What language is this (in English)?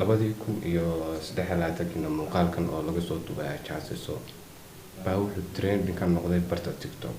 Somali